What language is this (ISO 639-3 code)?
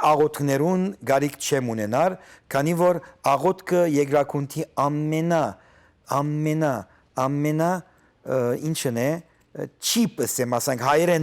hyw